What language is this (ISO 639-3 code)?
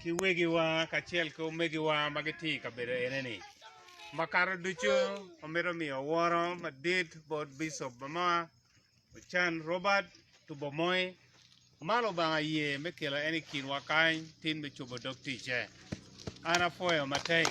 ach